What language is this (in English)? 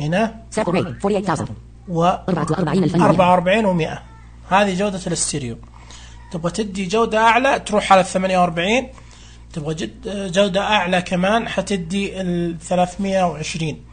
Najdi Arabic